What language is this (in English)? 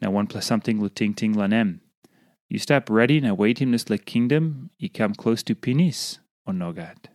Tok Pisin